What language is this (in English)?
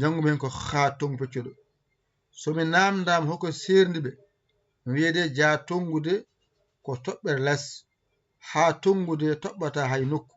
Fula